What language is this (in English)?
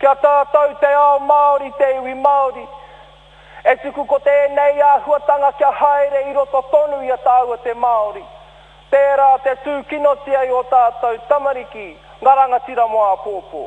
Māori